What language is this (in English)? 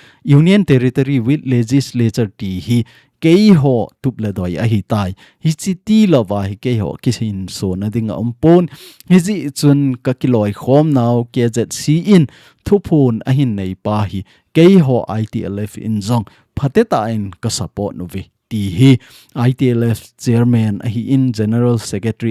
Thado Chin